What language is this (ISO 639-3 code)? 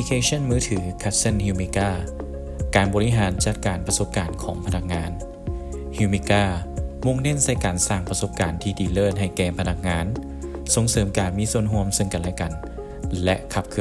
lao